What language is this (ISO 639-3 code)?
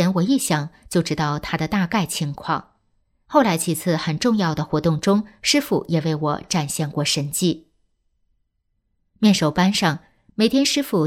zho